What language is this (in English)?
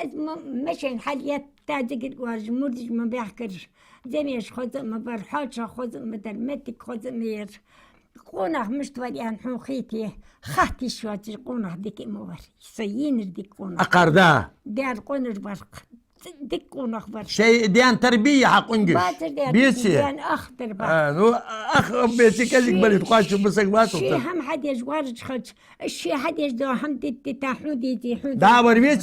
Ingush